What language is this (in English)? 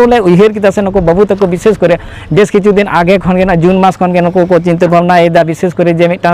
Santali